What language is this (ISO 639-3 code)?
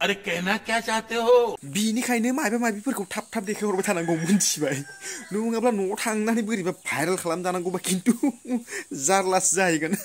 brx